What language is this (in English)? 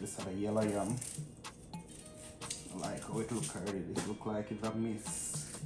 Jamaican Creole English